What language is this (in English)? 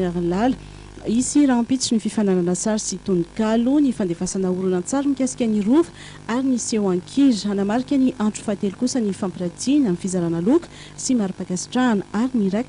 Malagasy